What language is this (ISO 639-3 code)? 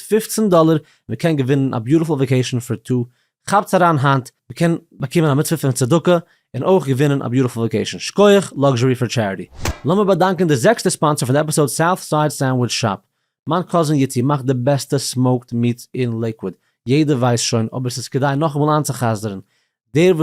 yid